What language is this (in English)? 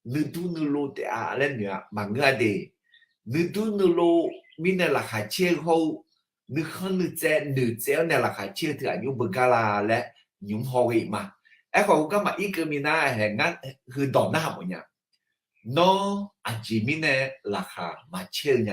Akha